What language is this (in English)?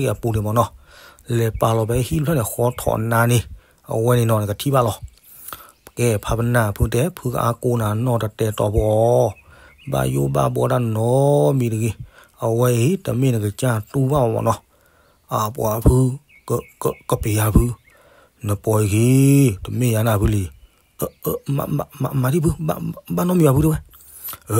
S'gaw Karen